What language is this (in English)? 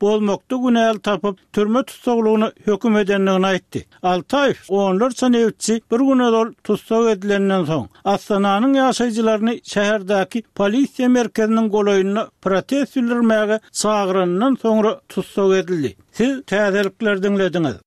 Turkmen